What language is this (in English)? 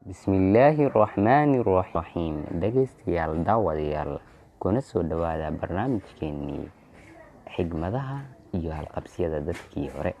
Somali